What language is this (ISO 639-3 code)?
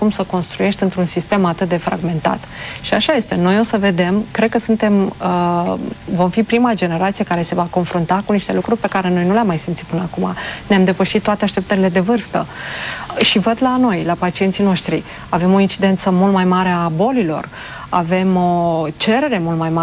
ron